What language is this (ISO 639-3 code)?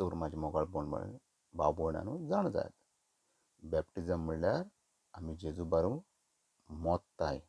kok